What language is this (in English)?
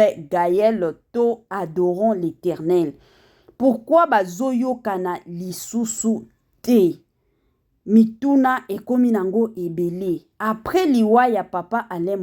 Lingala